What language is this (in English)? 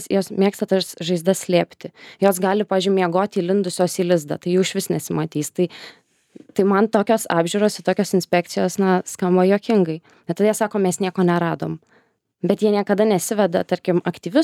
Lithuanian